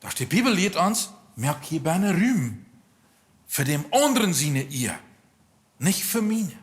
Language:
Plautdietsch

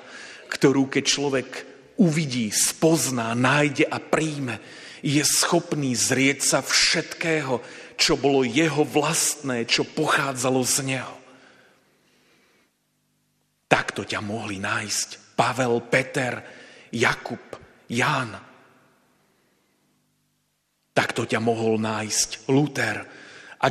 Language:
Slovak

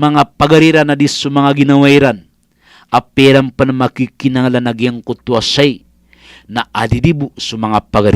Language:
Maranao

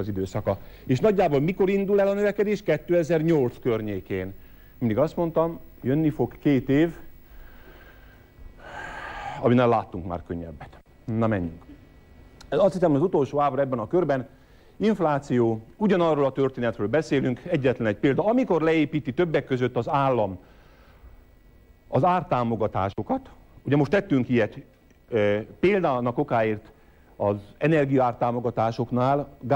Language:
Hungarian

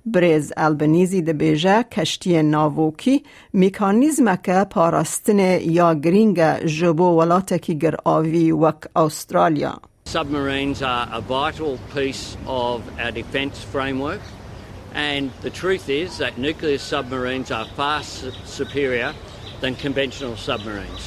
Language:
Kurdish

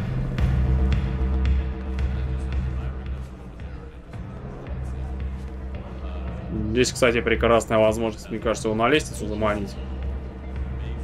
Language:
Russian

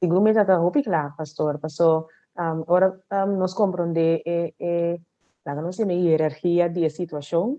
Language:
Papiamento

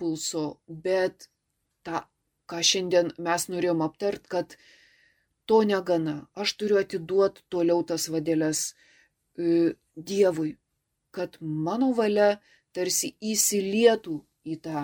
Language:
Lithuanian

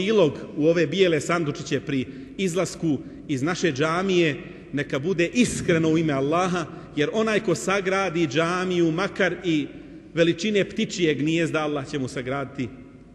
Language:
Bosnian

